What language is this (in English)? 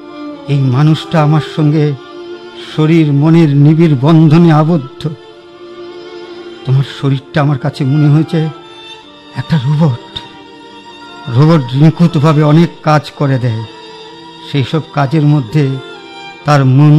Bangla